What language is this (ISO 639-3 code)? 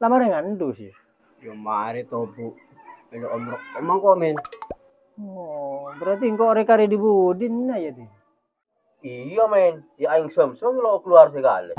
mad